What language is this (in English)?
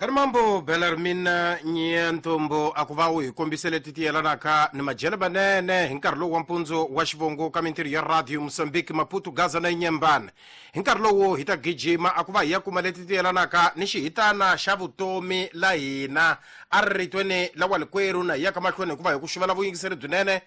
Tsonga